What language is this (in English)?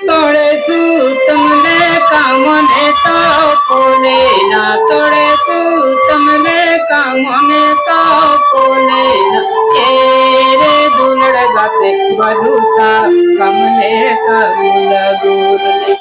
Santali